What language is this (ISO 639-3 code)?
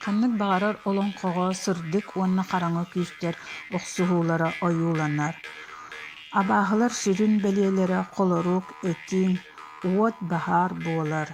sah